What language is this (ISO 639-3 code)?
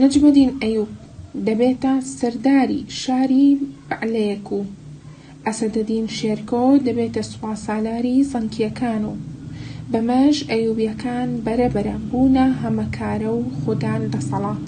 ckb